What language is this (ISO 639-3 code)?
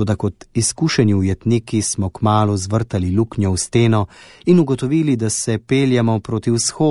slv